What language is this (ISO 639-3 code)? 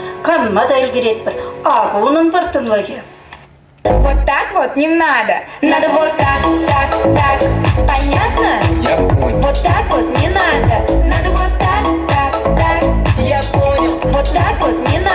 chv